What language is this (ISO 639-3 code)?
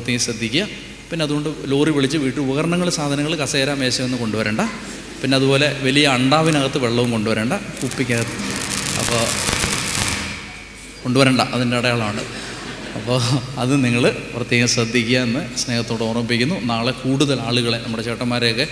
mal